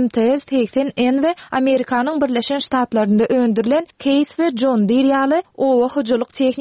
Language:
Turkmen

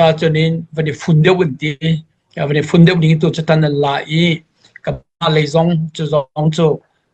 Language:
Falam Chin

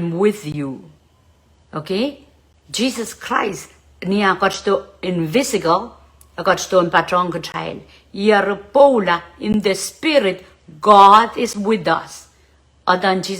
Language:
Pohnpeian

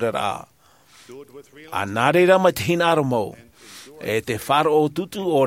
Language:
Tahitian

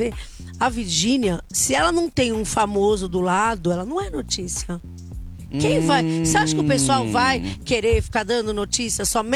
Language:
Portuguese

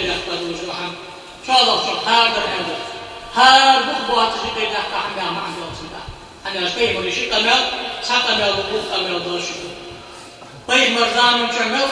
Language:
Ingush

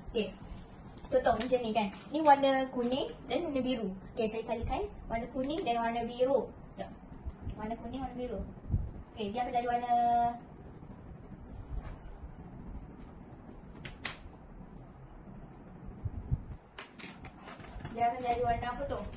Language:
Malay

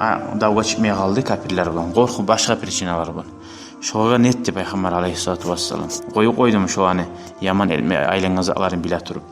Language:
Kumyk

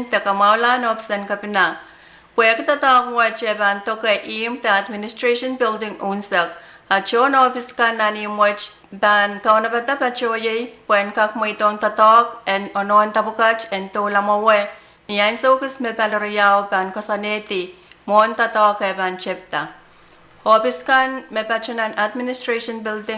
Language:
Pohnpeian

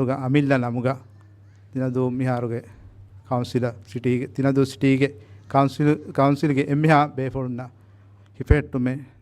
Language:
Divehi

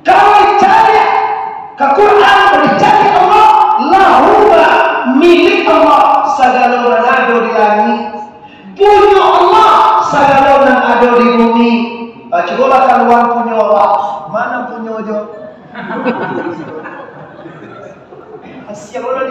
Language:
Minangkabau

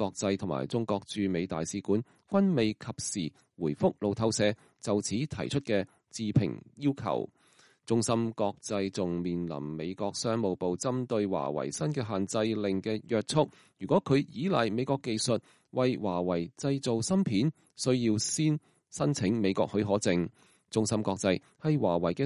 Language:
Cantonese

